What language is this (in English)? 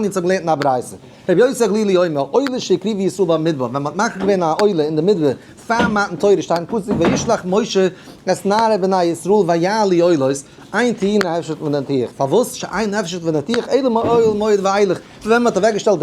Yiddish